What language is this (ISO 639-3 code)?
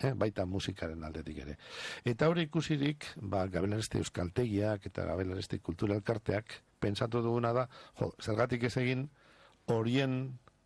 eus